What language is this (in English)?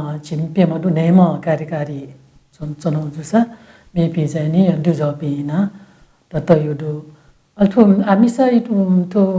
Newari